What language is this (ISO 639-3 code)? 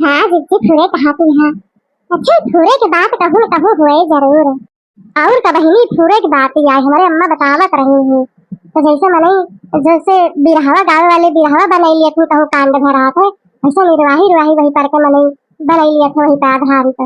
awa